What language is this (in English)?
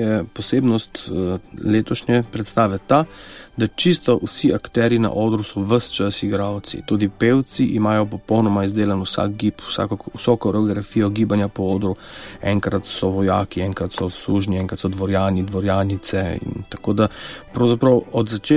Slovenian